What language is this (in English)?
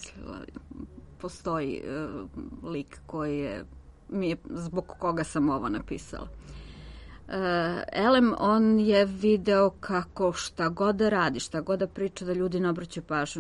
Serbian